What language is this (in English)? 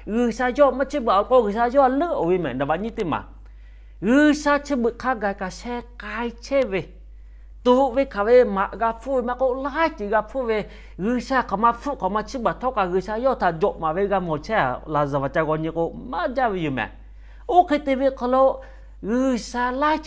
Lahu